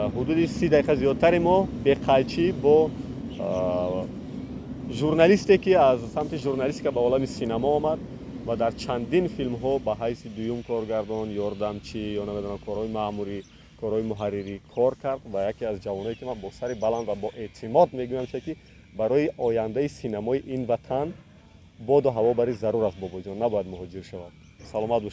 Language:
Tajik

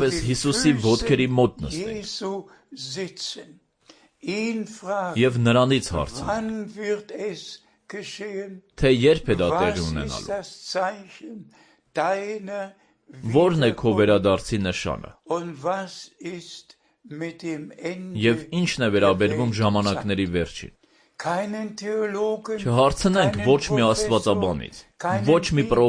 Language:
Armenian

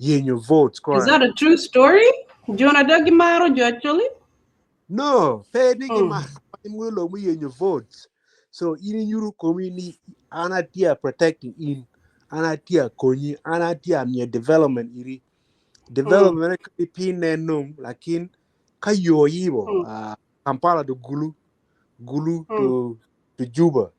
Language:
Acoli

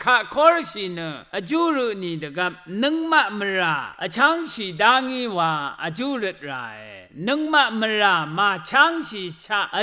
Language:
Rawang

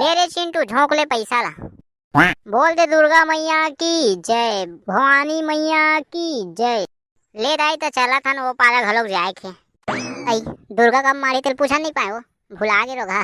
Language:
Chhattisgarhi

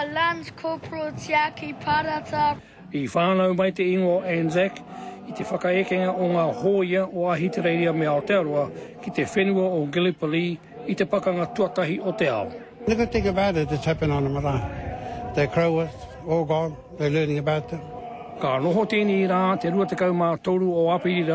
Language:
Māori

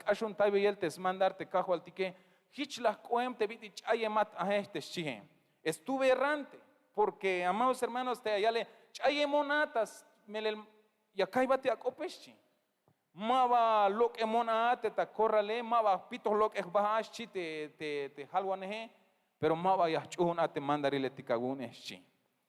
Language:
Tzeltal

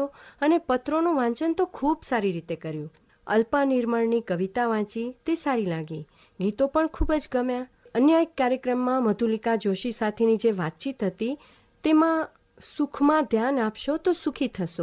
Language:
Gujarati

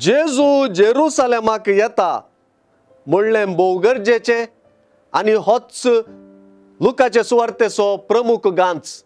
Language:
Konkani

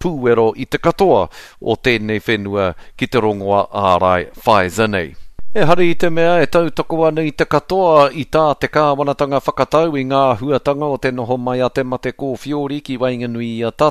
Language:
Māori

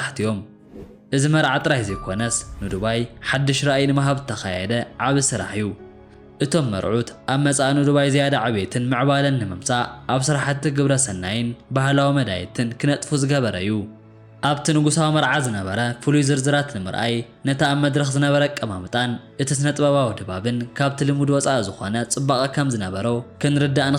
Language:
Tigrinya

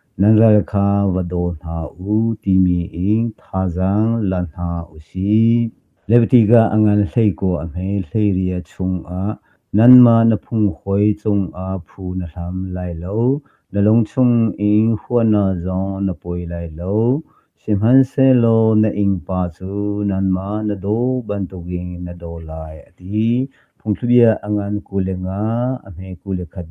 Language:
Hakha Chin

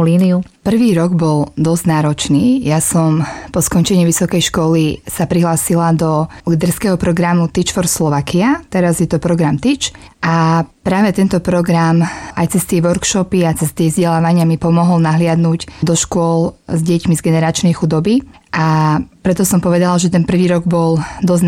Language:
Slovak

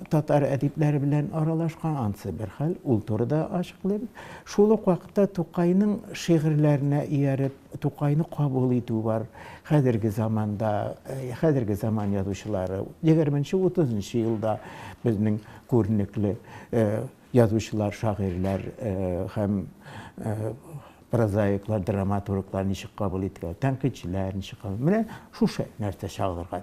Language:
Tatar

